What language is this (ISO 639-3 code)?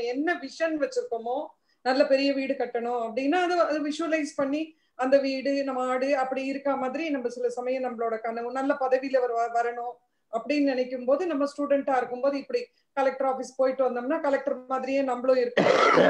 tam